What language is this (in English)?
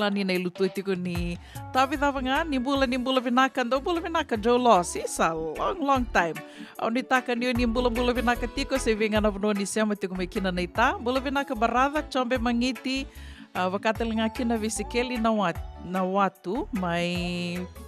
Fijian